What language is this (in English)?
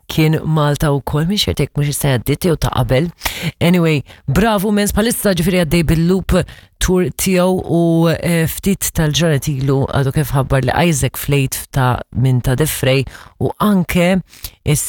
Maltese